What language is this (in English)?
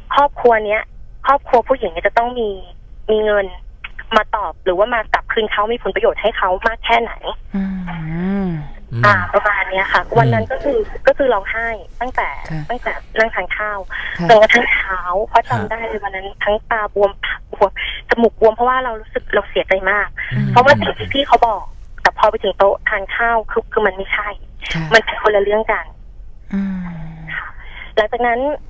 Thai